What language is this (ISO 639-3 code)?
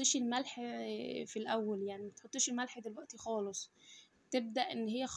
arz